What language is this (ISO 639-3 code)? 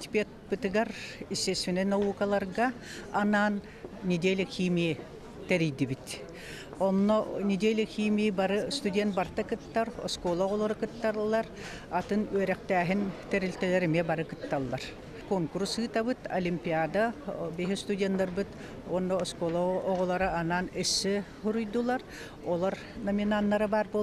sah